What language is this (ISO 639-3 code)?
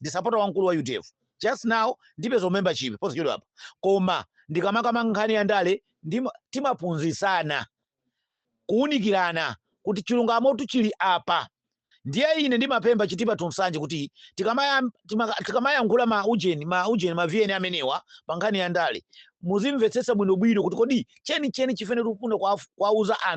nya